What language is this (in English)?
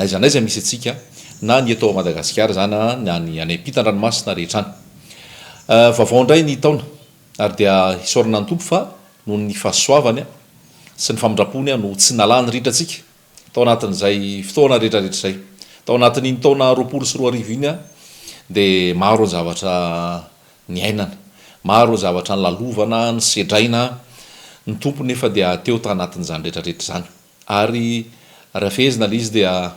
Malagasy